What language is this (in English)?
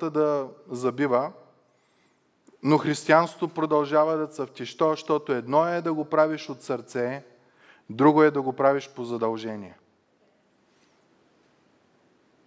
Bulgarian